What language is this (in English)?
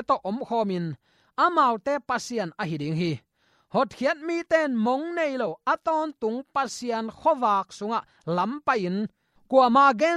Tedim Chin